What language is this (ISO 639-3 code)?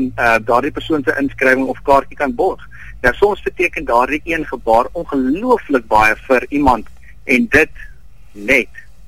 afr